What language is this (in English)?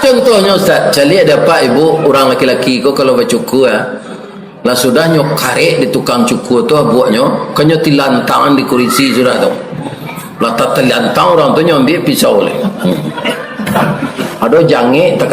Minangkabau